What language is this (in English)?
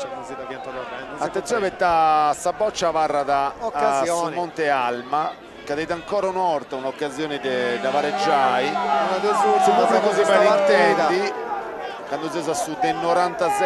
Sardinian